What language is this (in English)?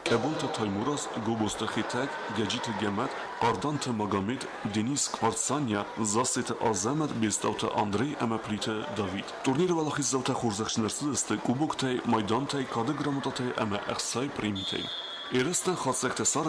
Ossetic